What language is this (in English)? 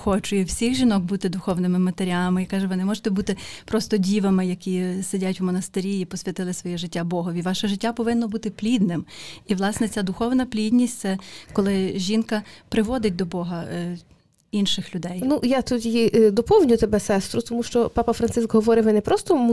Ukrainian